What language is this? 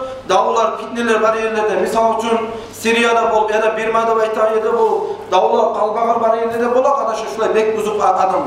Kumyk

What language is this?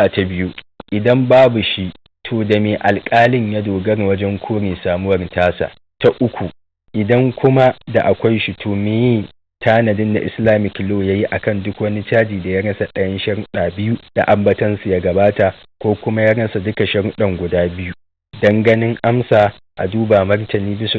Hausa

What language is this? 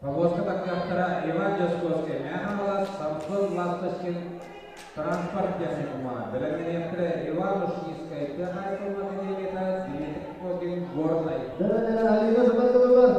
Yakut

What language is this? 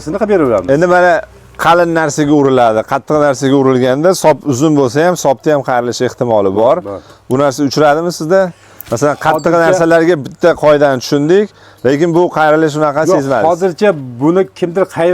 Uzbek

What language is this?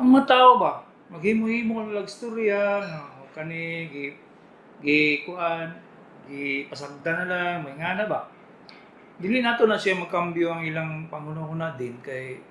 Cebuano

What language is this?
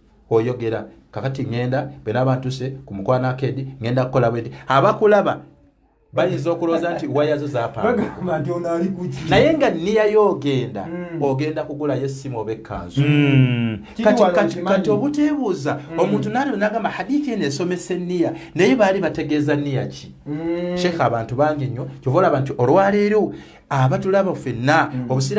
Ganda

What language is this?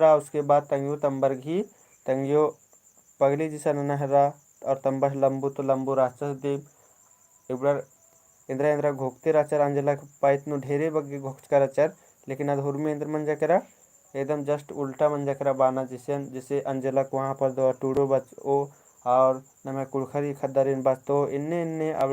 Kurukh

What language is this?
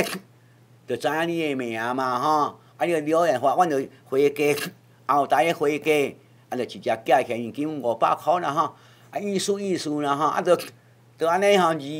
Min Nan Chinese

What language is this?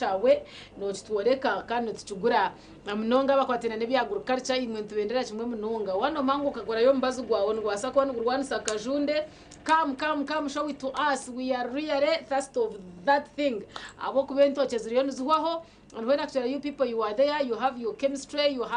Nyankole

